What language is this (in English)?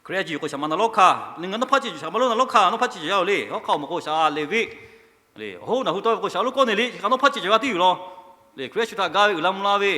Lahu